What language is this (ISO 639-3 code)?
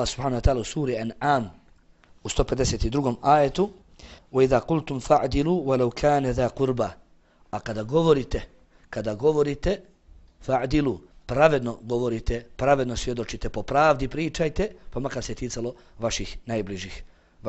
bos